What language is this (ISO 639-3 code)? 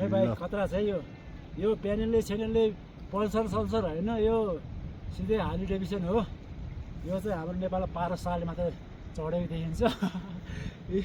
nep